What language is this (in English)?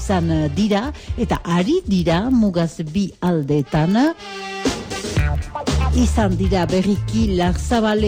Basque